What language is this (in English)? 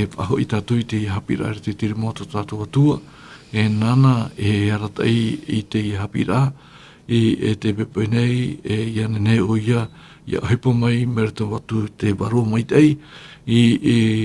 Tahitian